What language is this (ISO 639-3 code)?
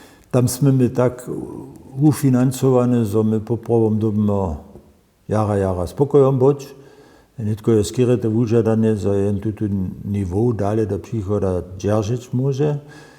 hsb